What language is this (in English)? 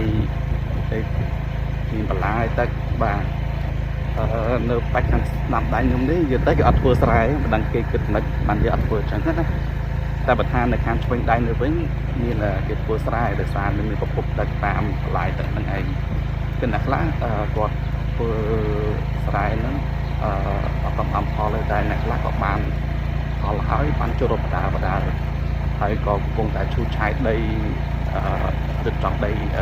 Khmer